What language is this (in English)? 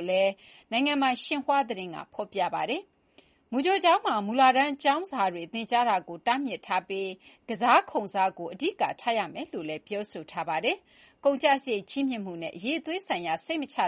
Burmese